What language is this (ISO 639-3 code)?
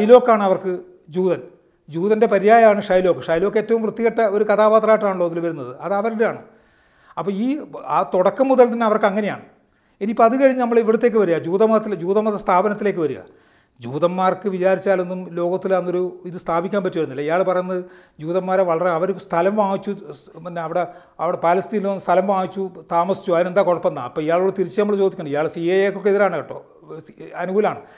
mal